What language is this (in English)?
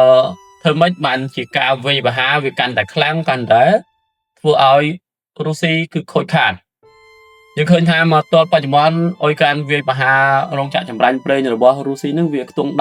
Khmer